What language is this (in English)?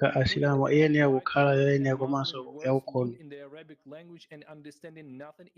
Nyanja